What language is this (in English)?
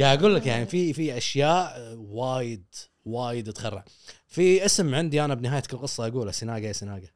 Gulf Arabic